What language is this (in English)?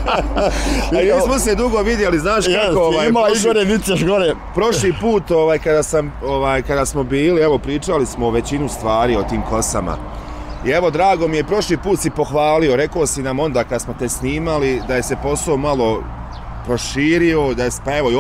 Bosnian